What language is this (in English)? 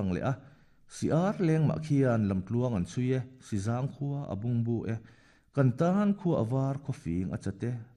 Mizo